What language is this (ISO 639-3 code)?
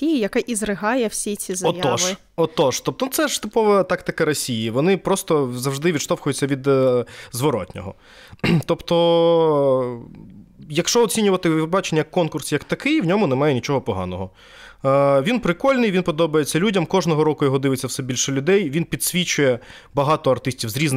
ukr